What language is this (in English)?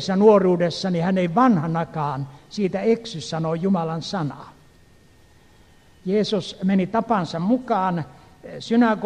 Finnish